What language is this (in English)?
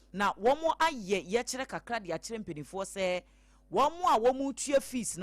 Akan